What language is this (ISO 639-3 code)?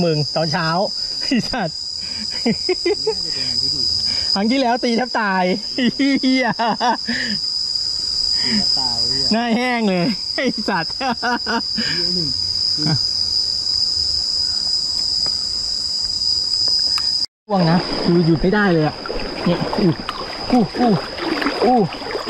tha